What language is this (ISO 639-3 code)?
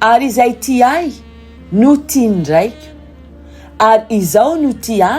mlg